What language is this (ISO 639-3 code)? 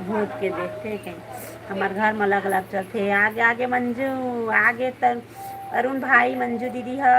hne